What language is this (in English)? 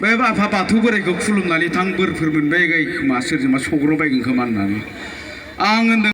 Bodo